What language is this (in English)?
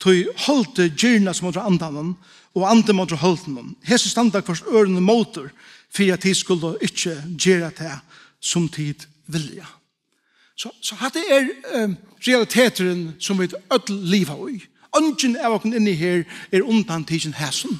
Faroese